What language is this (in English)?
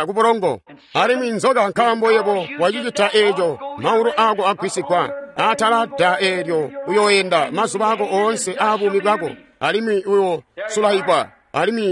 Tonga (Zambia)